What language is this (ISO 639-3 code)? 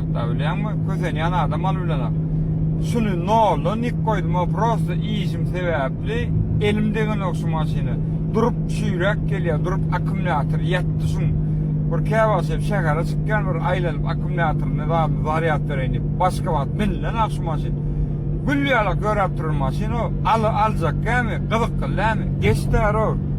tuk